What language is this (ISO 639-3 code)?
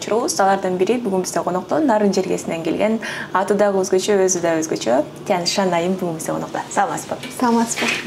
kir